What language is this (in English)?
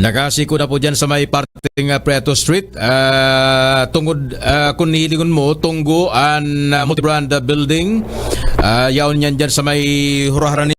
Bikol